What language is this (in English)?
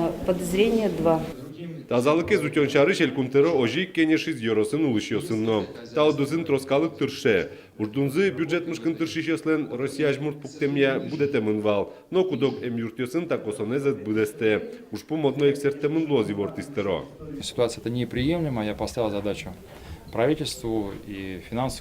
Udmurt